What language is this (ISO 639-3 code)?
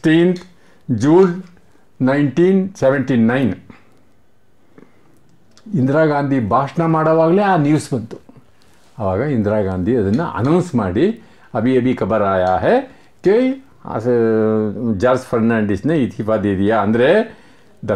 kan